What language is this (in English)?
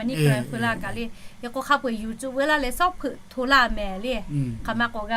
Lahu